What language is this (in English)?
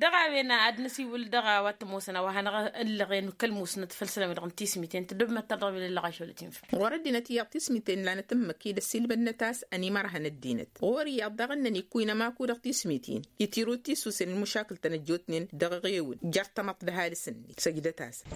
Tamasheq